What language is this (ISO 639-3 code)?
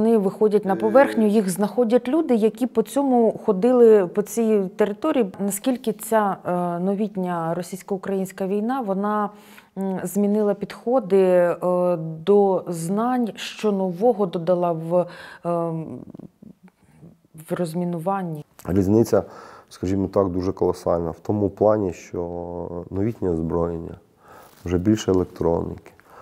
ukr